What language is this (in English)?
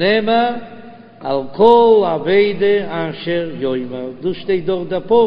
Yiddish